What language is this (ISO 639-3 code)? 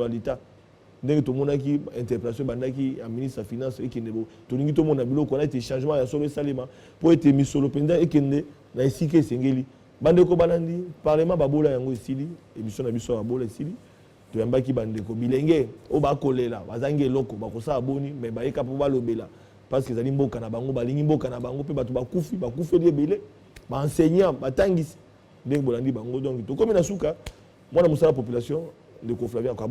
lin